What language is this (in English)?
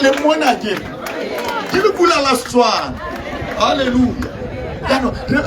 Tswana